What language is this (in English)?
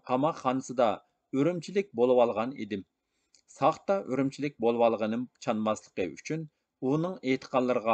Uyghur